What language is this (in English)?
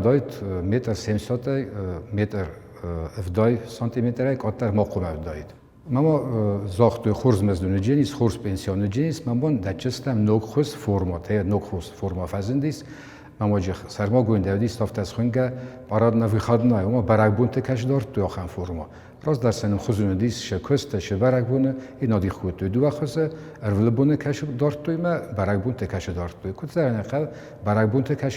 Ossetic